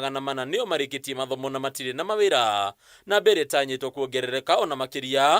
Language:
Kikuyu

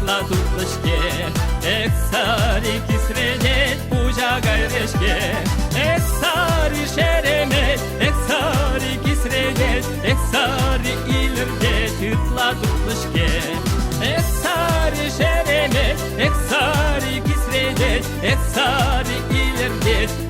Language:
Chuvash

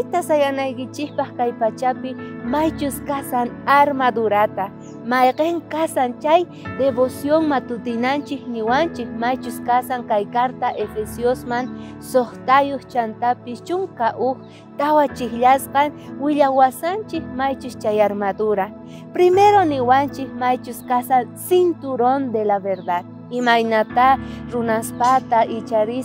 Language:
South Bolivian Quechua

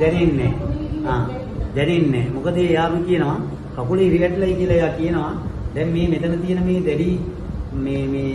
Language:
Sinhala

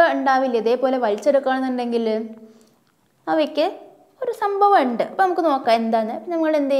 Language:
Malayalam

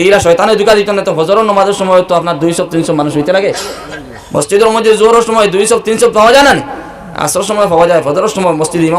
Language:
Sylheti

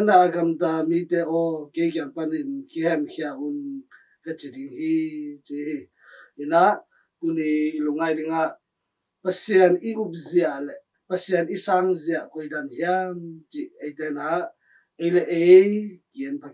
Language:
Tedim Chin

